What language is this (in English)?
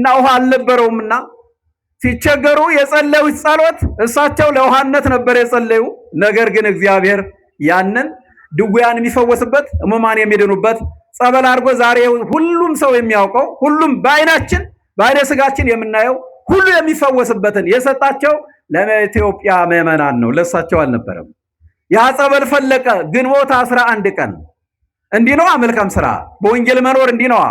Amharic